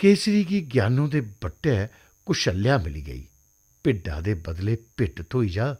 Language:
Dogri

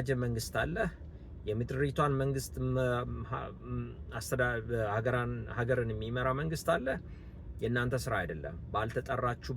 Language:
Amharic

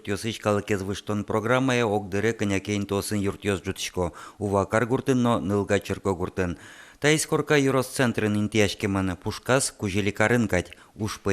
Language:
Udmurt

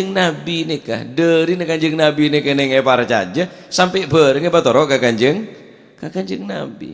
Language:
Madurese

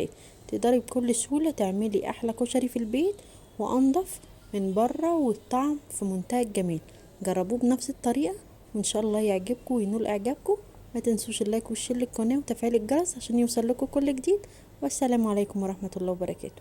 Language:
Egyptian Arabic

